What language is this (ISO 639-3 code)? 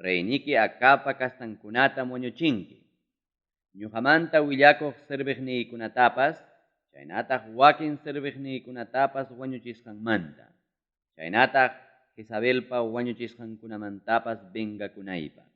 quy